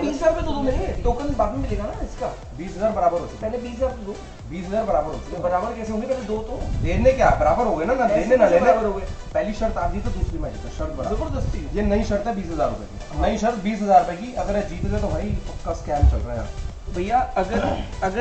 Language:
Hindi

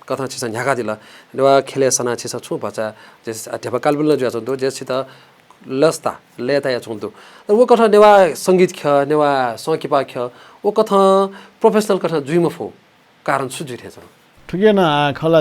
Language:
Newari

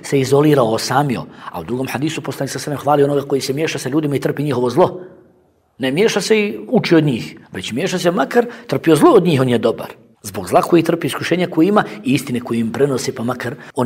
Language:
Bosnian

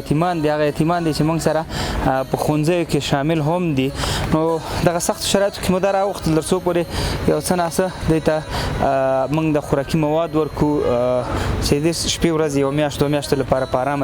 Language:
Pashto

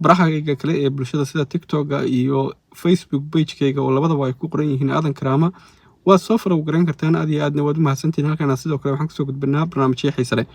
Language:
Somali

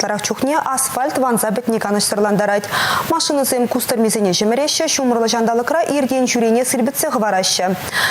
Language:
Chuvash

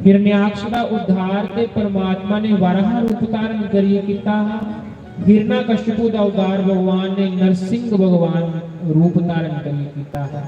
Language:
Dogri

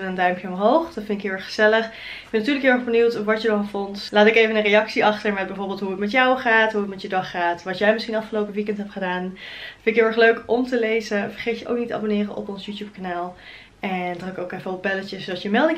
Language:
Dutch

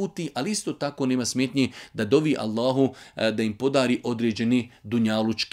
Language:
Bosnian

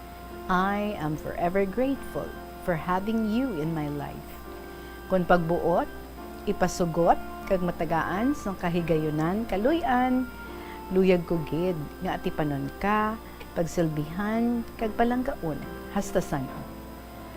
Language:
Hiligaynon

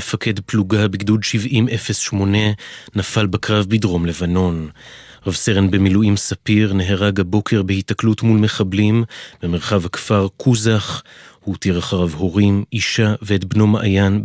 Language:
Hebrew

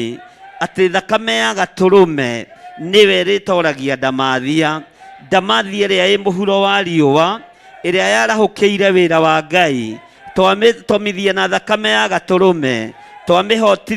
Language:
Kikuyu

